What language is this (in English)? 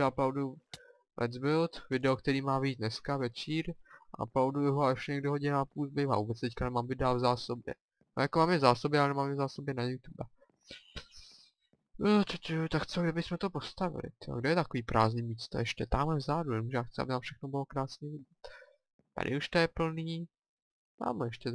Czech